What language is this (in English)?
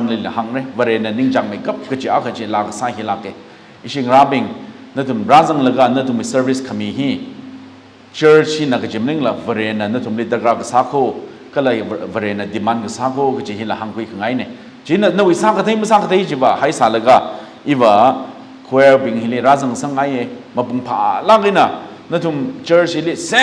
Tangkhul Naga (India)